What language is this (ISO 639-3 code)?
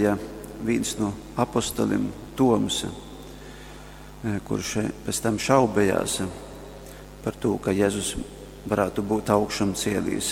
ltg